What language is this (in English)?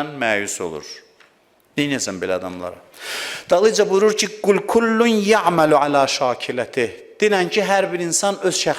Azerbaijani